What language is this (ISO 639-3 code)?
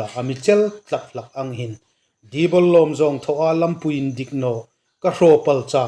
hmr